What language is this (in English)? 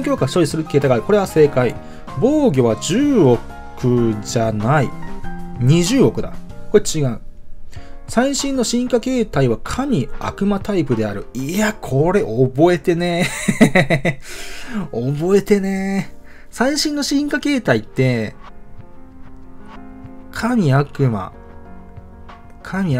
Japanese